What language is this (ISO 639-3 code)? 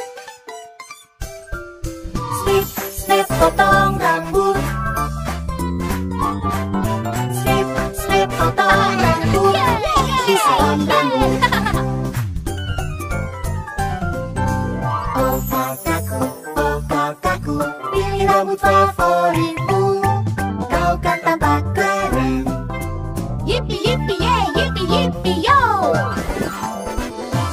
ind